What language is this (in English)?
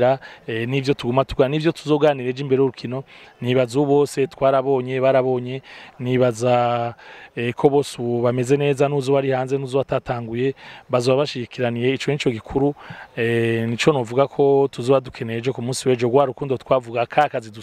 Rundi